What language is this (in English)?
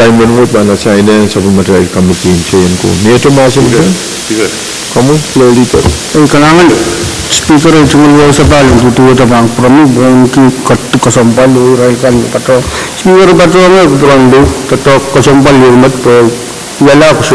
Pohnpeian